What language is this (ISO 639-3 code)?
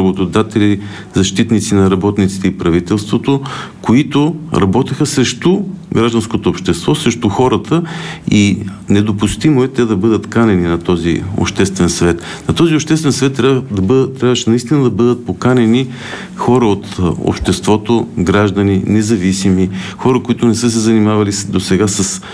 bul